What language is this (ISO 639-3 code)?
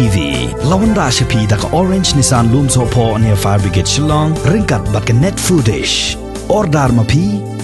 kha